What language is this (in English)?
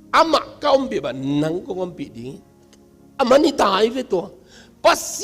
Tedim Chin